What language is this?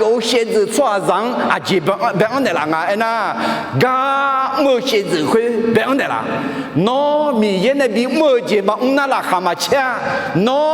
Akha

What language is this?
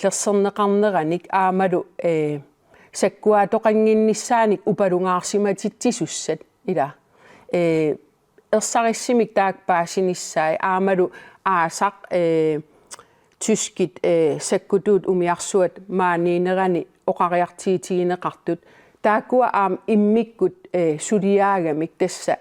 Kalaallisut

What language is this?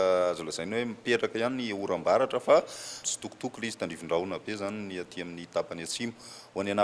Malagasy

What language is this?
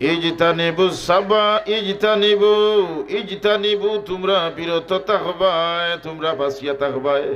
Sylheti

